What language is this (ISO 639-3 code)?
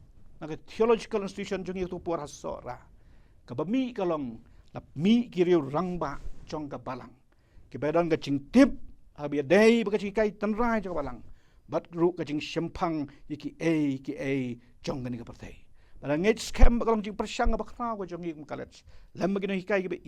kha